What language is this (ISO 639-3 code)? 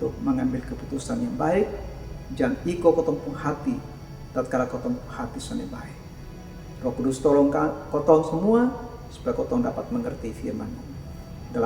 mkn